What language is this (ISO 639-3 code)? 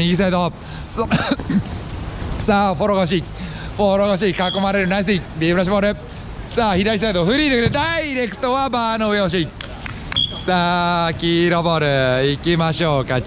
jpn